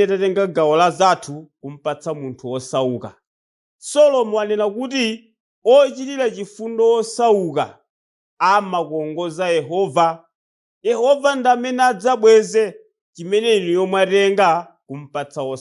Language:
Nyanja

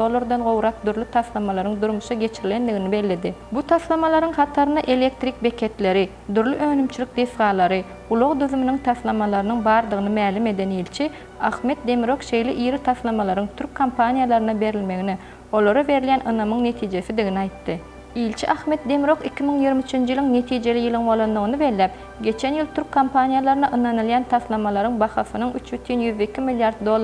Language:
Turkmen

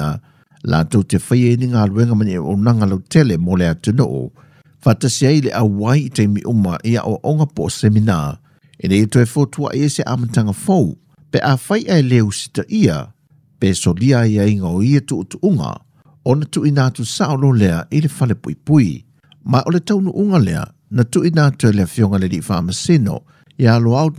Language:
Samoan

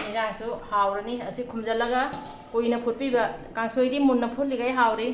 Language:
Manipuri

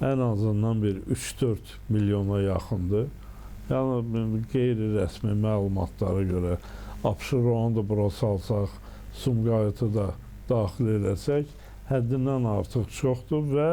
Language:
Azerbaijani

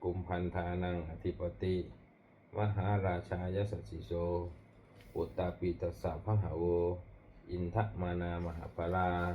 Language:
Pali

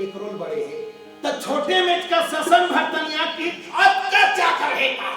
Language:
Chhattisgarhi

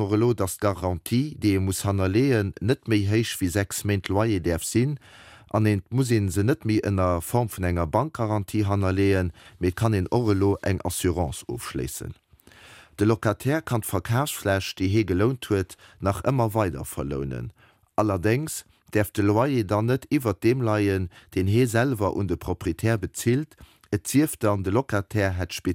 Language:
Luxembourgish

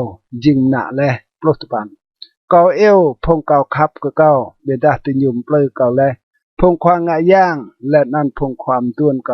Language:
Rade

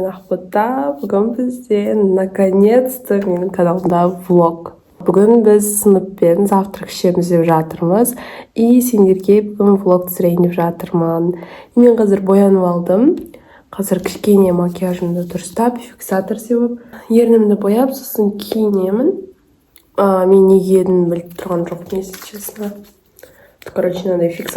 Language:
Kazakh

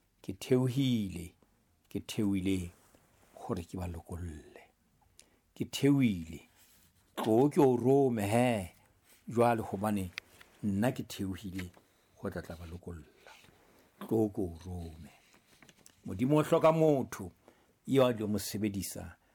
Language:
Southern Sotho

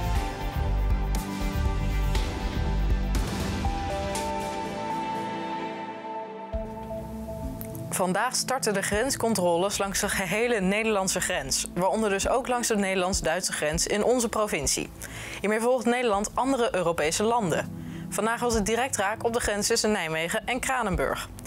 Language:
Dutch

